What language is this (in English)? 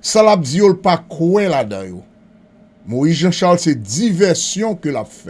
Haitian Creole